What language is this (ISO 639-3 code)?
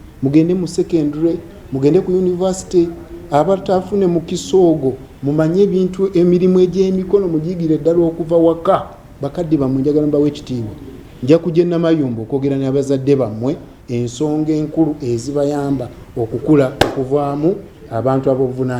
lug